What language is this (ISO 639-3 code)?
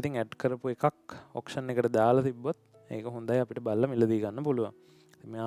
sin